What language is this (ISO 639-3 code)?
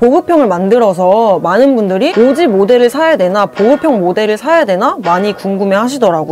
kor